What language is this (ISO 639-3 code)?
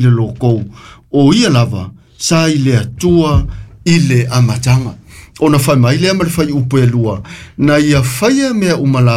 smo